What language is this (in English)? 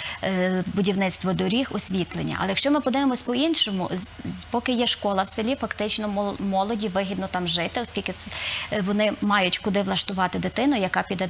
Ukrainian